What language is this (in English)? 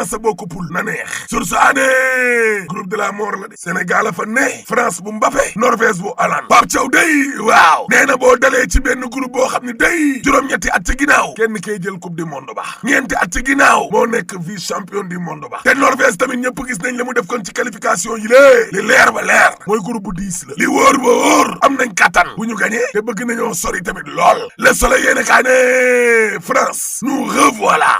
Wolof